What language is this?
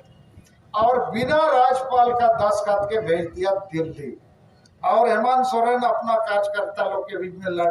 Santali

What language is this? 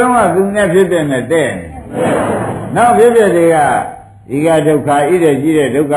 Burmese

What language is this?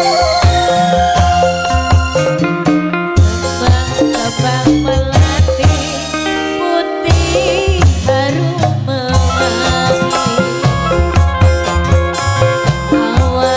Indonesian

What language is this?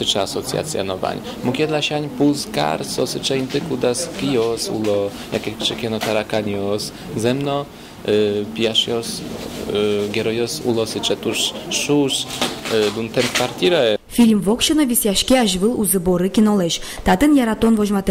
Udmurt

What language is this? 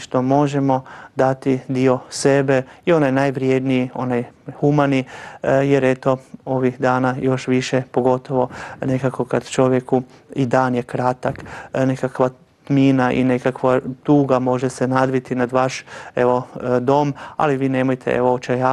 Croatian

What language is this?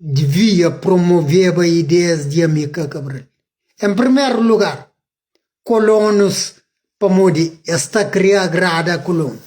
Kabuverdianu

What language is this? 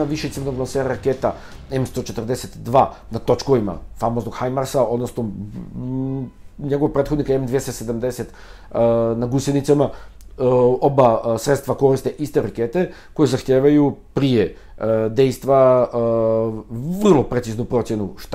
Serbian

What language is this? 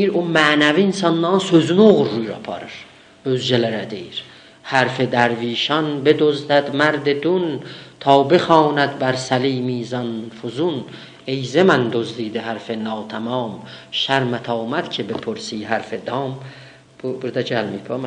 South Azerbaijani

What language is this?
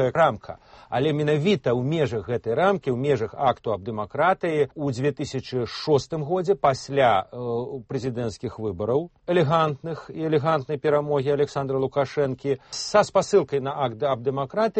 Belarusian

